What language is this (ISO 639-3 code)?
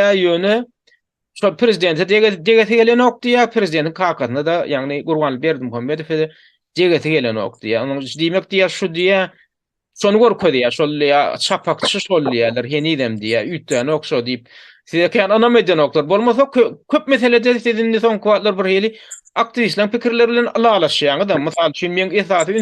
tuk